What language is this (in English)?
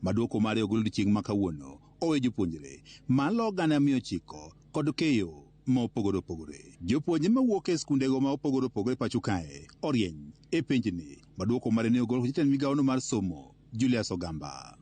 Luo (Kenya and Tanzania)